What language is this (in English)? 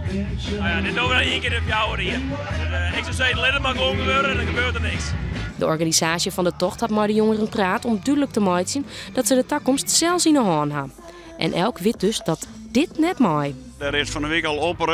Western Frisian